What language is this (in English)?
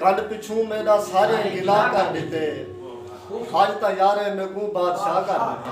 Saraiki